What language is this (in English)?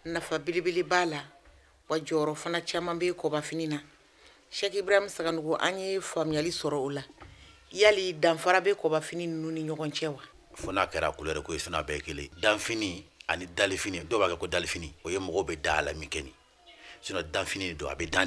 Bambara